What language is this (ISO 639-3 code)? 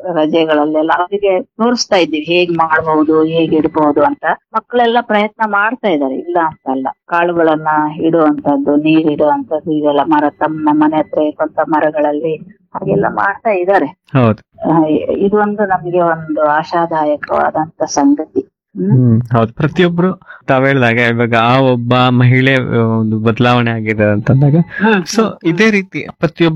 kan